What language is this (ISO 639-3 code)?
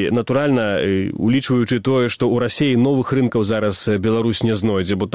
bel